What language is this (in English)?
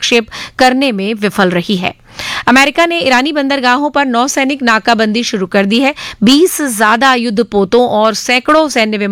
Hindi